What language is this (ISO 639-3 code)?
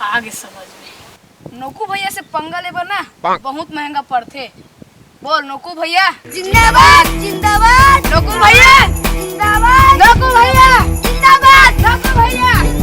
hne